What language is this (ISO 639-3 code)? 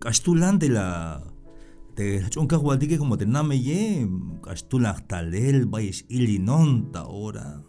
tzh